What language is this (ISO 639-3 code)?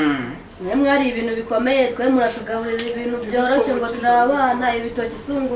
kin